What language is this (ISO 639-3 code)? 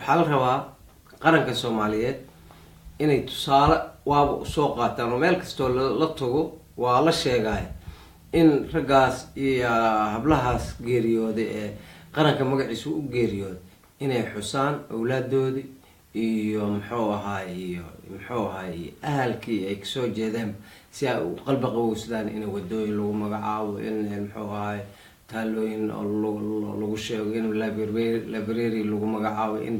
som